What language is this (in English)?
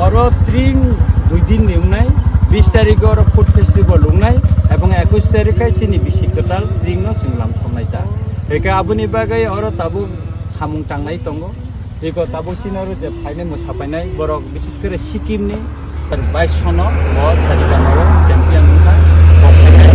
Kok Borok